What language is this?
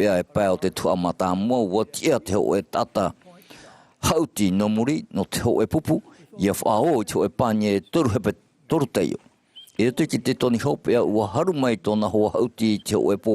Tahitian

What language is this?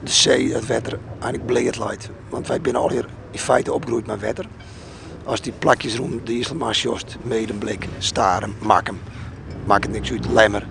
Western Frisian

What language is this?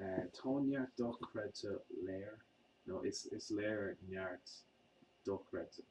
Irish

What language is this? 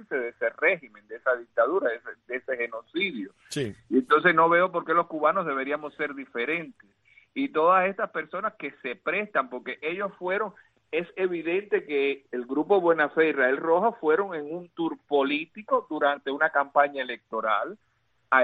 Spanish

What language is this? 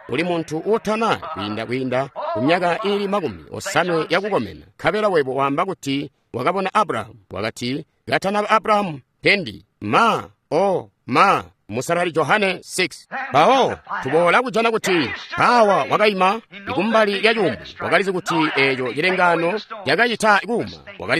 Tonga (Zambia)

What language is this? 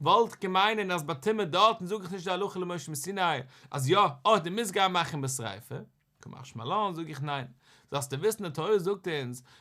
Yiddish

